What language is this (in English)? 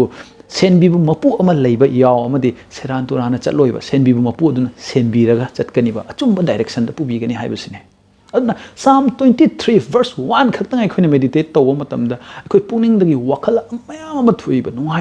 Manipuri